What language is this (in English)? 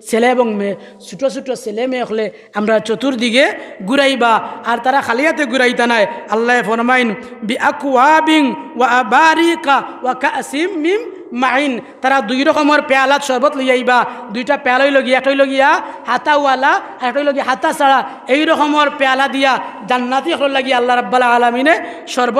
Sylheti